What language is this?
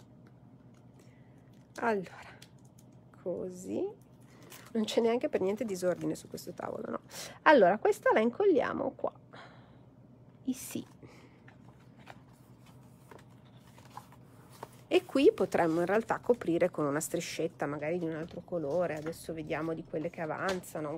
Italian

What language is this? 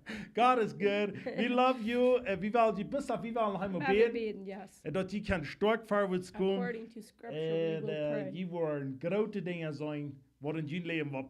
Plautdietsch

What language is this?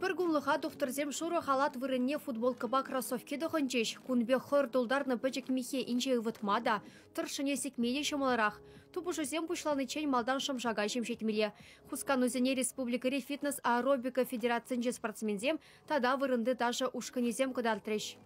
Chuvash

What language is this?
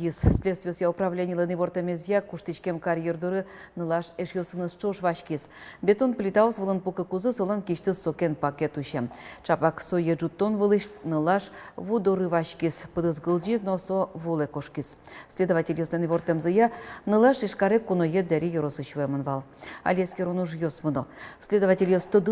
Udmurt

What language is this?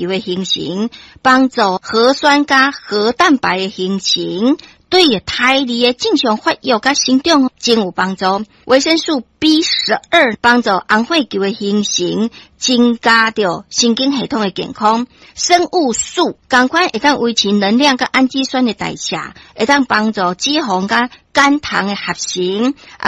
Min Nan Chinese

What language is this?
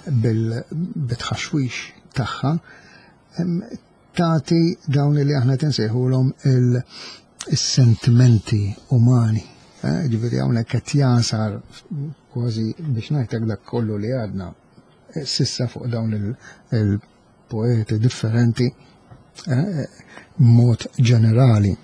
Maltese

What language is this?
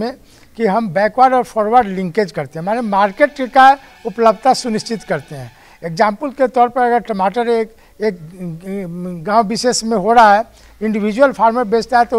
Hindi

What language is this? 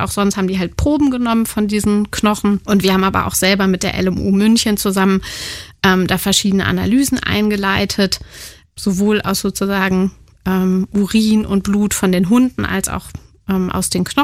German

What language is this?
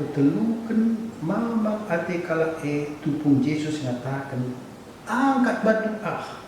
Batak Karo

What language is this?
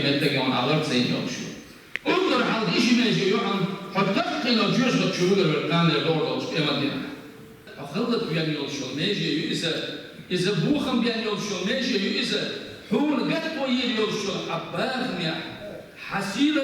Chechen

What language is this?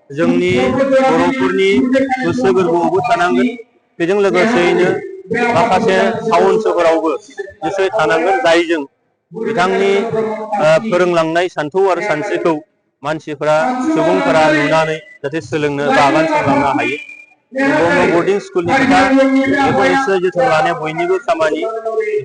Bodo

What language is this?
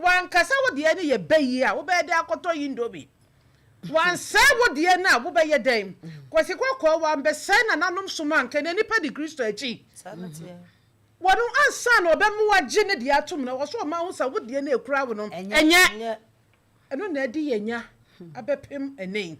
Akan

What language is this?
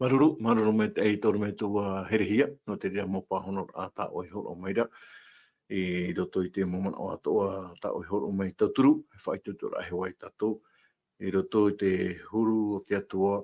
Tahitian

